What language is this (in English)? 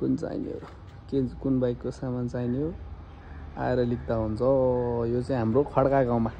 Nepali